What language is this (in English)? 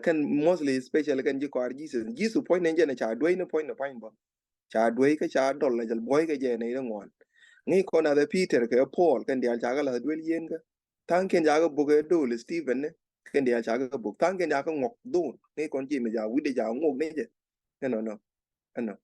Nuer